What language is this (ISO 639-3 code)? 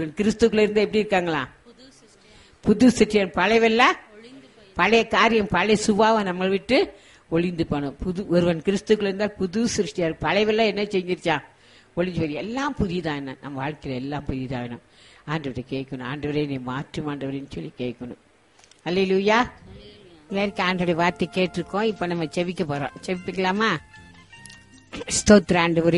tam